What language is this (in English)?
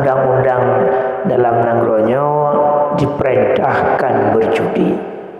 Achinese